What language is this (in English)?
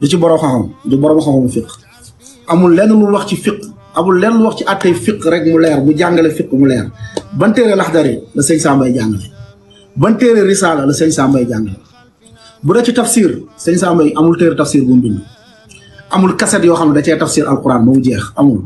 Wolof